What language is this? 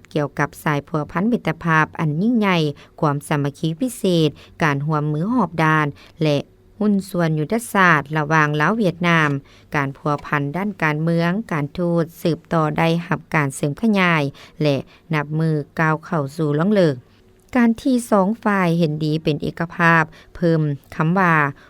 Lao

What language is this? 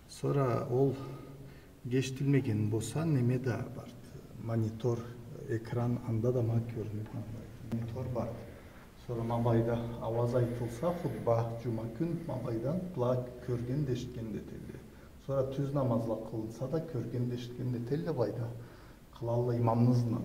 Karachay-Balkar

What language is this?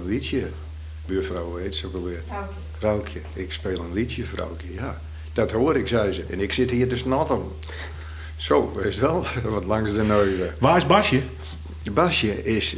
Western Frisian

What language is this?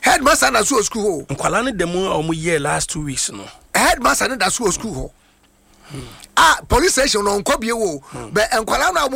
Akan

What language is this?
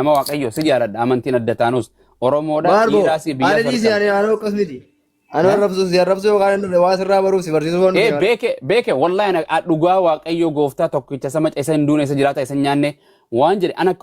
Oromo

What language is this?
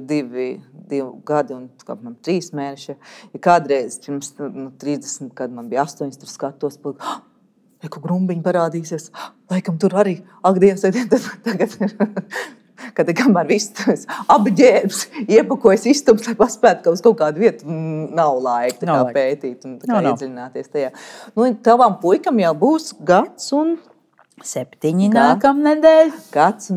Latvian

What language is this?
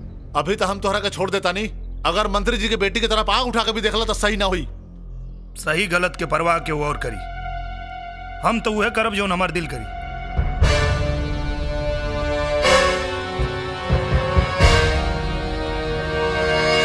Bhojpuri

